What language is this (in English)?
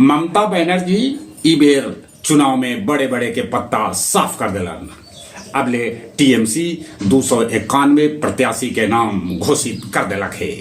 Magahi